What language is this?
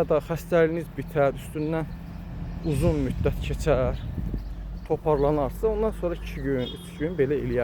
Azerbaijani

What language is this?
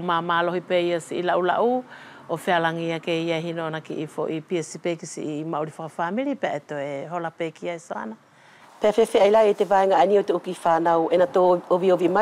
Wallisian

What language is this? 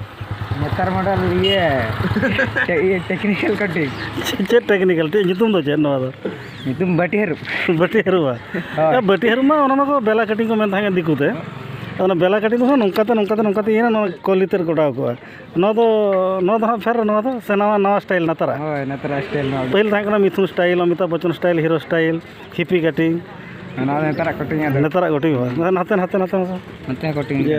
Santali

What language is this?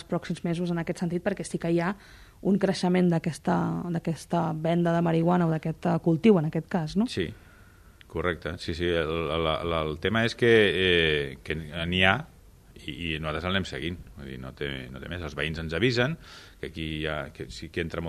Catalan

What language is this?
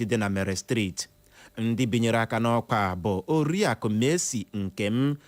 Igbo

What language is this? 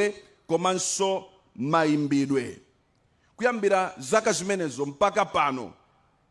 Nyanja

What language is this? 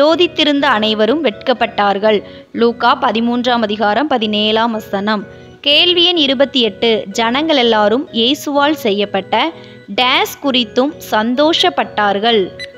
Tamil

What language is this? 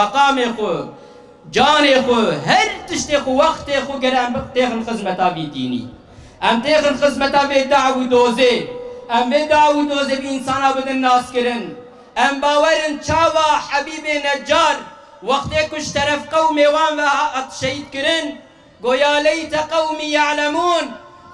Kurdish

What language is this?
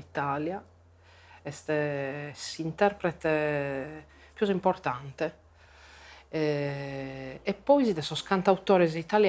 Sardinian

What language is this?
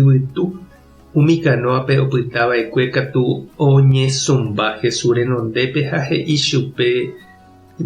Guarani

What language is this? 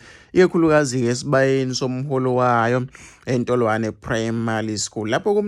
Zulu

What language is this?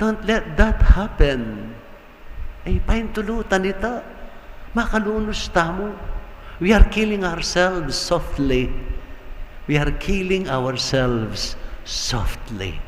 Pampanga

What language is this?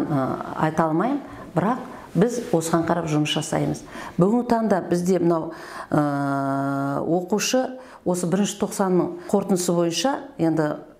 Kazakh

